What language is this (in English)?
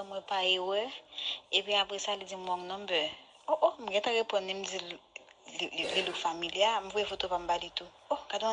Haitian Creole